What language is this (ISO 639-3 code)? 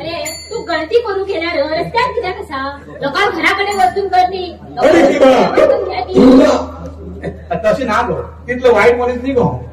kok